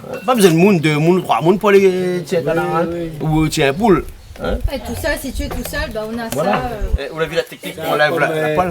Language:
Réunion Creole French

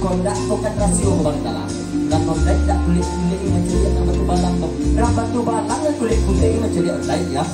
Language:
Minangkabau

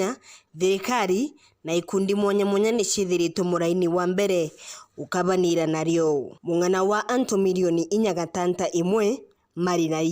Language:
Meru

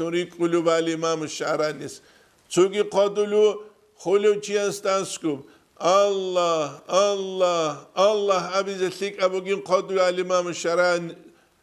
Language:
Avaric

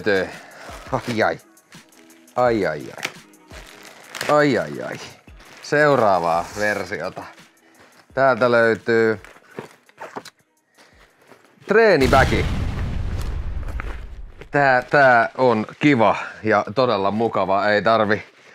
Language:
Finnish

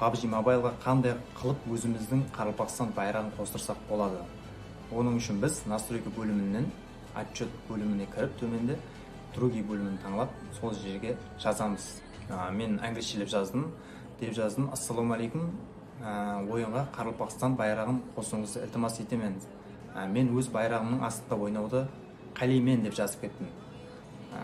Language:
Kara-Kalpak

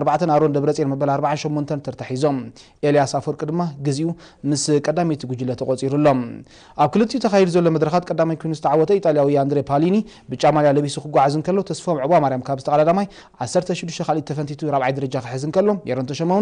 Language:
Tigrinya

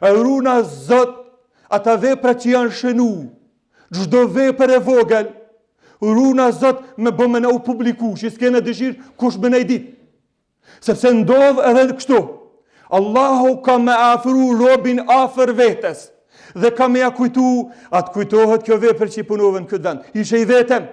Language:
Albanian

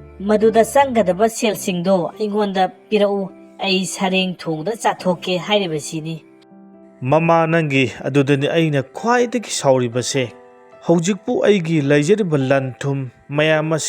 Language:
Manipuri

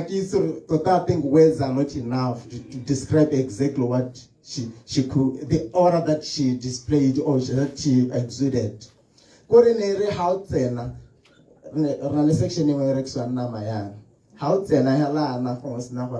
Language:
Tswana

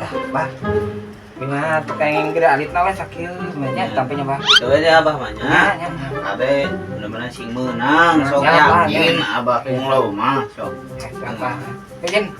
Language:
Sundanese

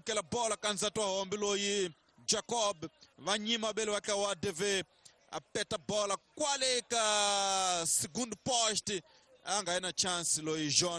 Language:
Tsonga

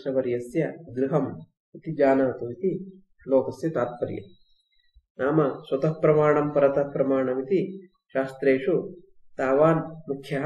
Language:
Sanskrit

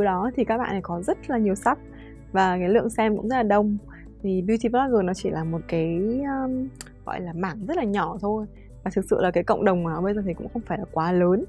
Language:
Vietnamese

